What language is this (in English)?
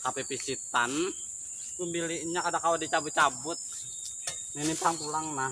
Banjar